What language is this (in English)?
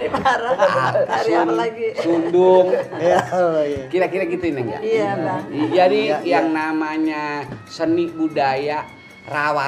Betawi